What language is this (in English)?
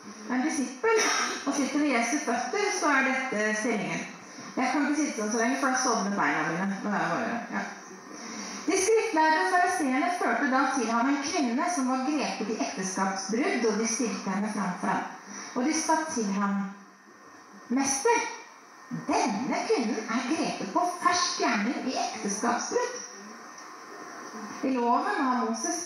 Norwegian